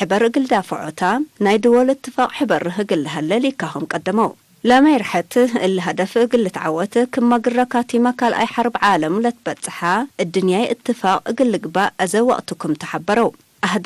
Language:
Tigre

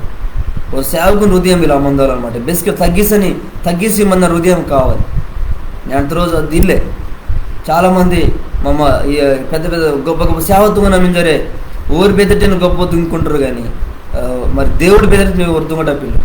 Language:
Koya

